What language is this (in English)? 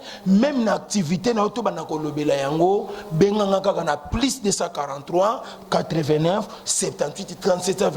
Lingala